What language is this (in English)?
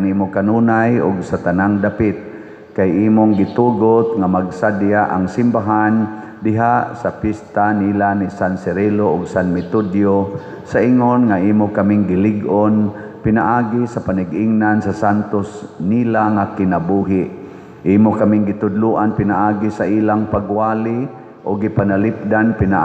Cebuano